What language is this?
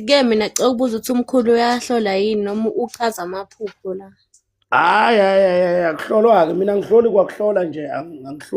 Zulu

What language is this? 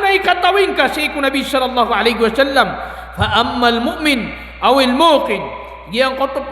Maranao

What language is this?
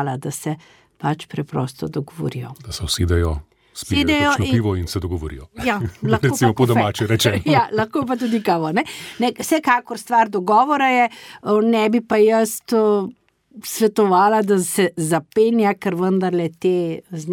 Slovenian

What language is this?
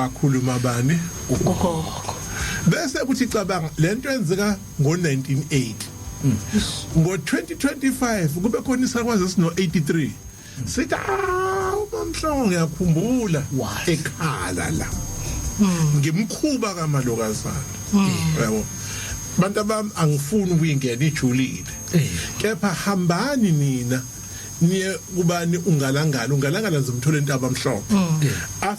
Zulu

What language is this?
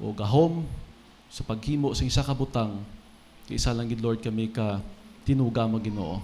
Hiligaynon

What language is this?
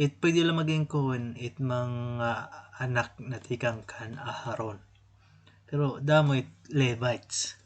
Waray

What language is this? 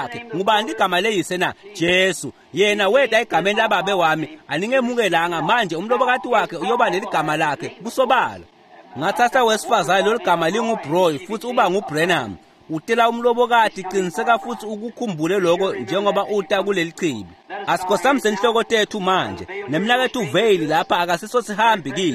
Swati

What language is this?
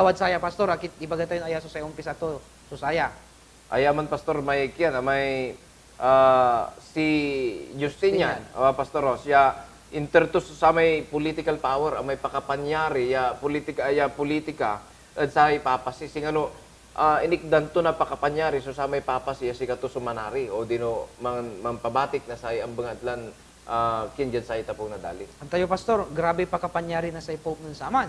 Pangasinan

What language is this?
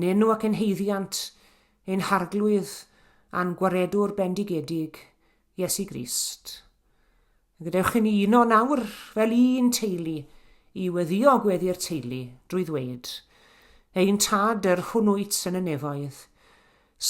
Welsh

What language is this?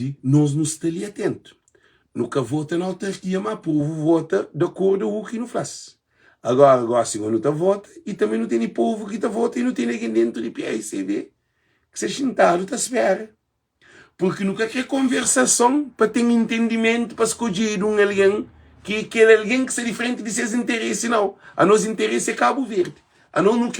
Kabuverdianu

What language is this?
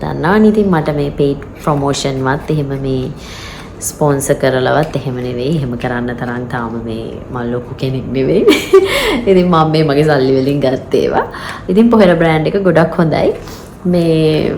Sinhala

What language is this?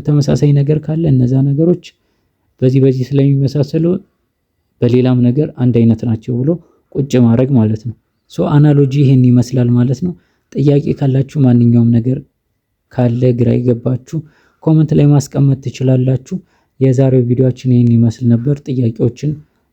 Amharic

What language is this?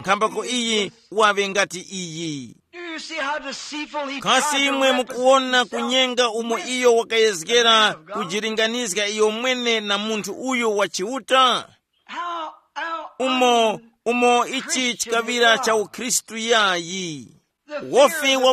Tumbuka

